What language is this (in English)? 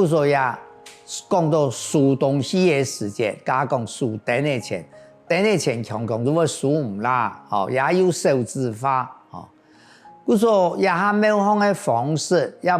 Hakka Chinese